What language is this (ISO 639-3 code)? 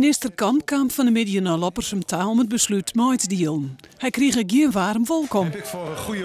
fry